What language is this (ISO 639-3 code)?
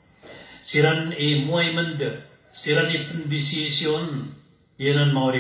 mrw